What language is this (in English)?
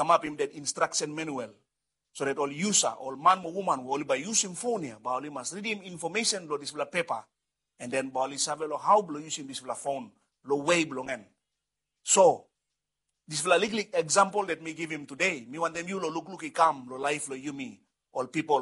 Bislama